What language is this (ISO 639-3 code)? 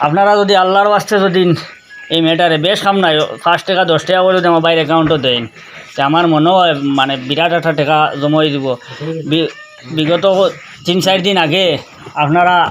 syl